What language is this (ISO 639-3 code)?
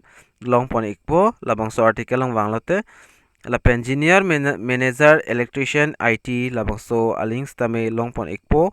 mjw